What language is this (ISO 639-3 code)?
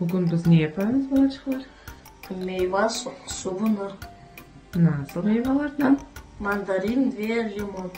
crh